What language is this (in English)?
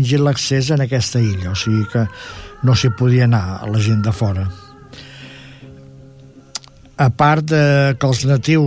Catalan